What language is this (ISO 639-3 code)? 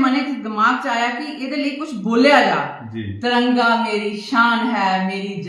doi